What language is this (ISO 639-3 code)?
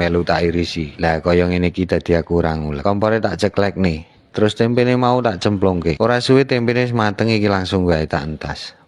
jav